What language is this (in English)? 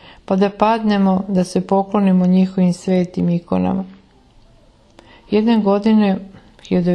Serbian